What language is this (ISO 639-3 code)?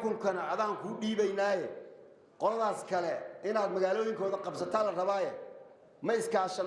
som